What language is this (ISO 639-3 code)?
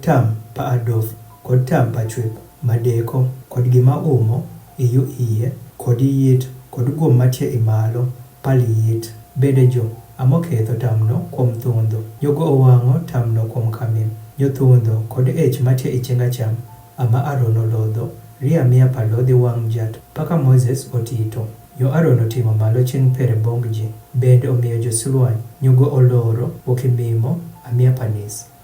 adh